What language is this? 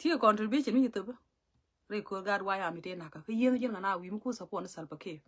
Nuer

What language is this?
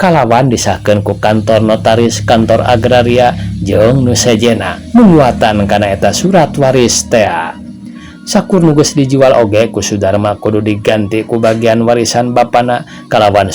Sundanese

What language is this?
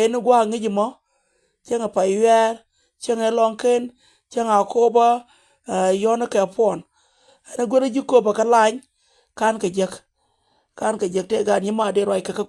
Nuer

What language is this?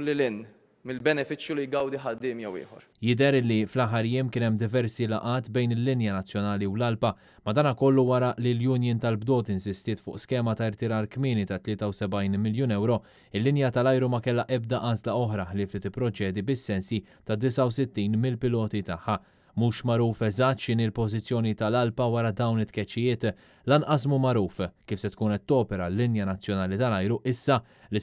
Maltese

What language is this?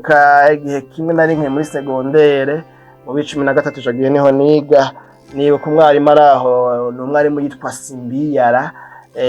Rundi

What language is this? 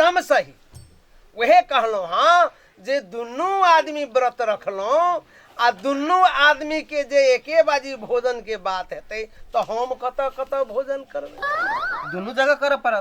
Maithili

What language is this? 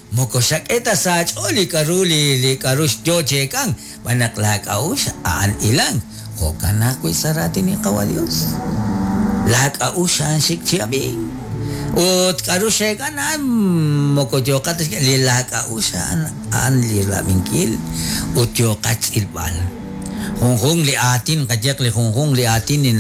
Kekchí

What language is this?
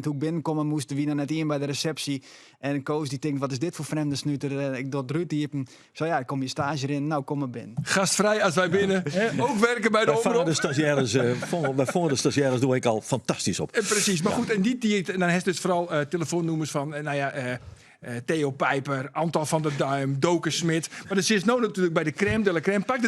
Western Frisian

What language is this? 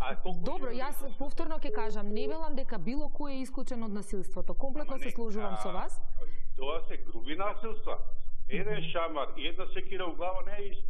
Macedonian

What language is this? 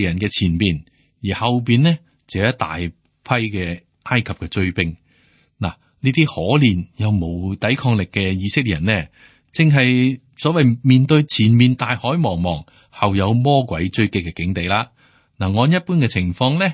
Cantonese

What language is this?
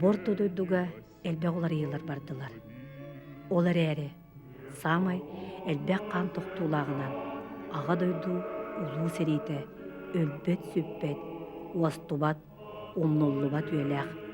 Yakut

